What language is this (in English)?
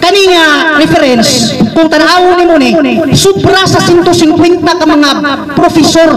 Cebuano